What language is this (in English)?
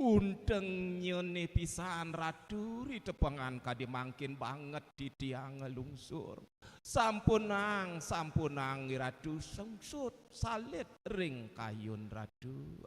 Balinese